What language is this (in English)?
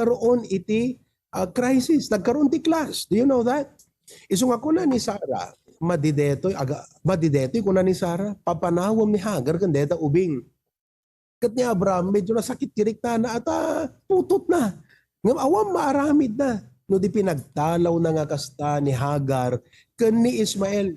Iloko